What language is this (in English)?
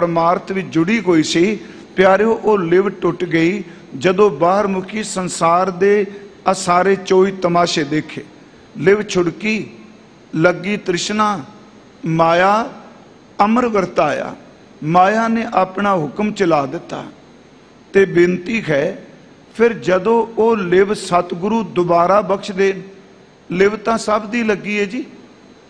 Punjabi